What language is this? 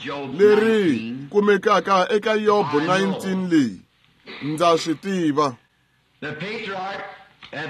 Tsonga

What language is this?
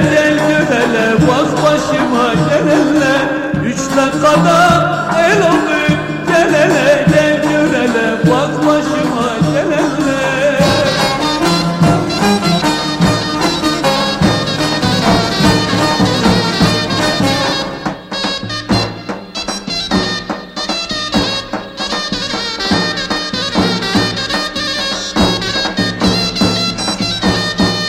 Turkish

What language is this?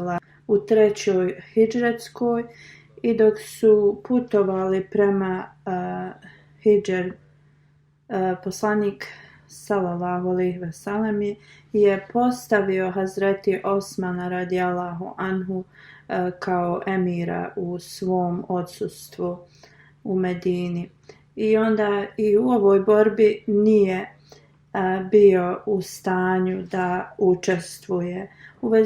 Bosnian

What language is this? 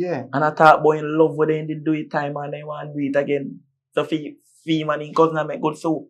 Jamaican Creole English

